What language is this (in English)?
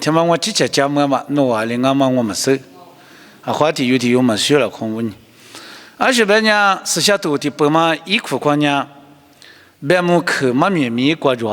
Lisu